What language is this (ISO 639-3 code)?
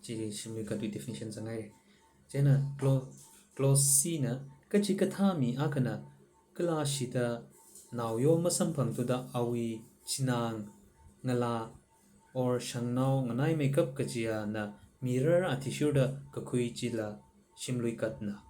nmf